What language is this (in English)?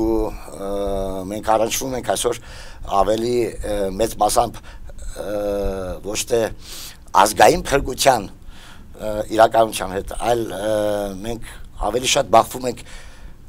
Armenian